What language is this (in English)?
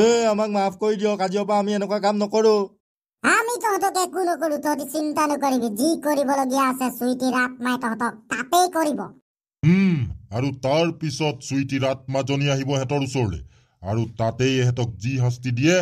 Assamese